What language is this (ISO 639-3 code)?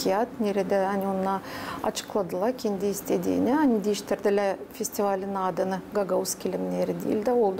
gag